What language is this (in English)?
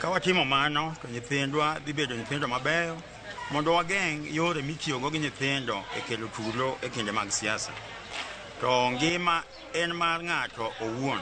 Luo (Kenya and Tanzania)